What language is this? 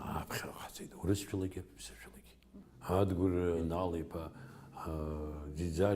Abkhazian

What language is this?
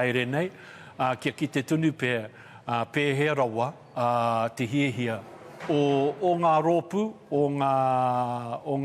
Māori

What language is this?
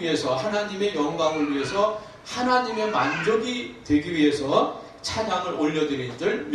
Korean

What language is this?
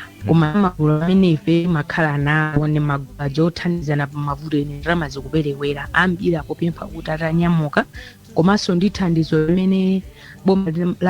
Nyanja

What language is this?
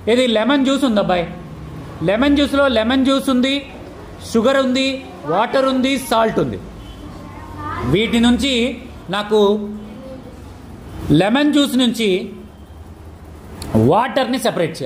Telugu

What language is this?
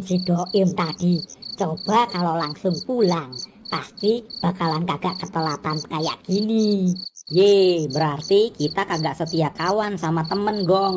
Betawi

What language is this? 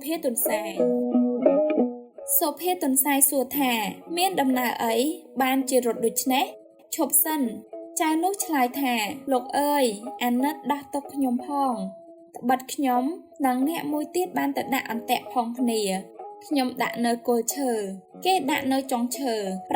Khmer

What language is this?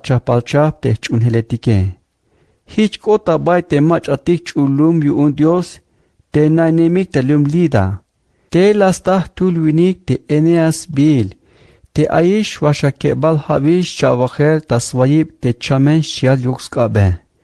Tzeltal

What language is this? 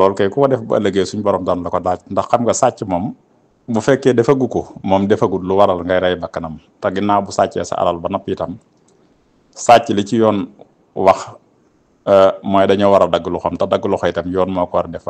Wolof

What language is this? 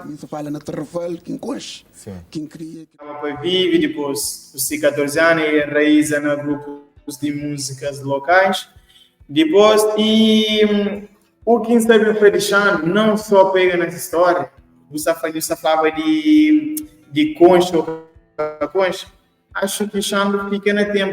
Kabuverdianu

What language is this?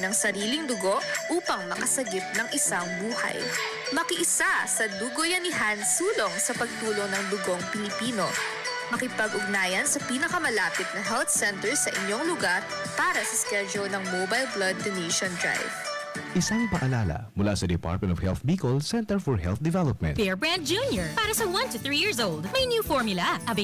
Bikol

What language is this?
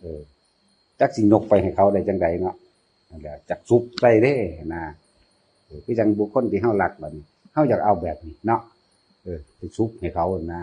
Northeastern Thai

